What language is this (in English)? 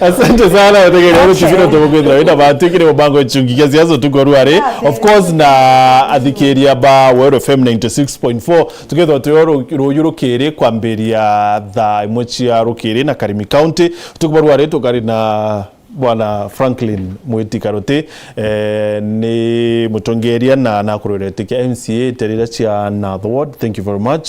Meru